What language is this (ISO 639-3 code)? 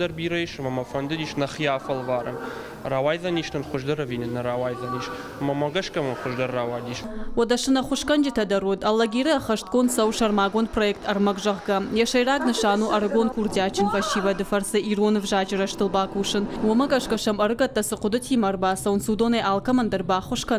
oss